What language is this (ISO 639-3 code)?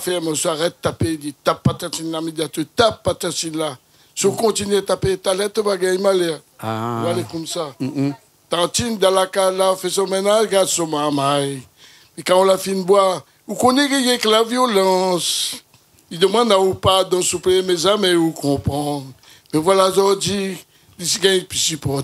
rcf